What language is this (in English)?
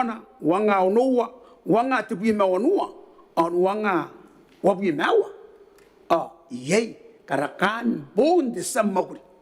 Gilbertese